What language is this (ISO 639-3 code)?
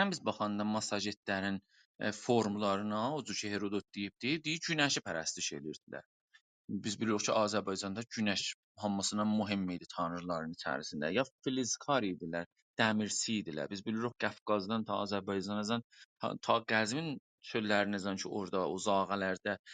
azb